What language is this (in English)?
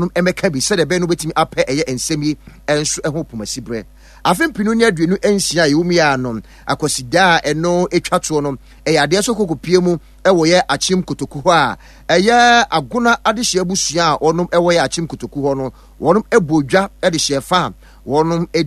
Akan